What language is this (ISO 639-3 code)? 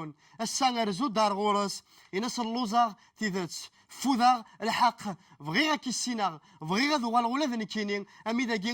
kab